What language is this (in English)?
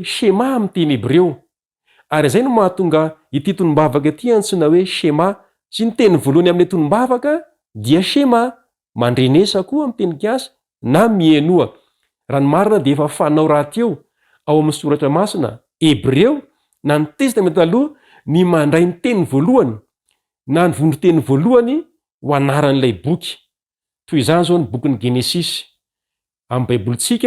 Malagasy